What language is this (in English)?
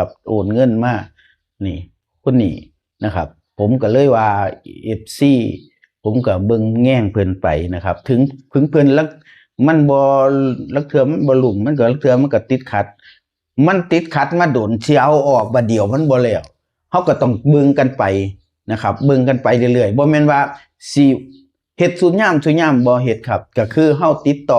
Northeastern Thai